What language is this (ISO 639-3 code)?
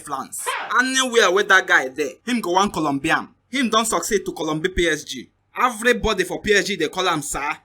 pcm